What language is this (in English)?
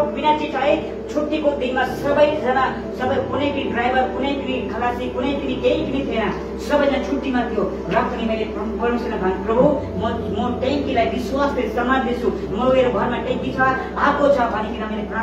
Nepali